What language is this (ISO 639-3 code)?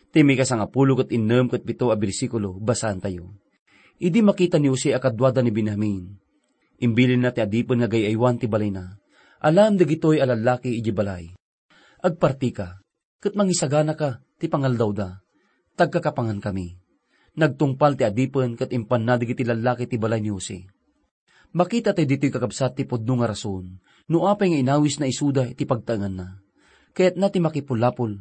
ilo